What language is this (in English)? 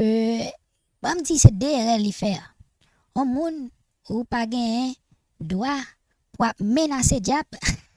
Haitian Creole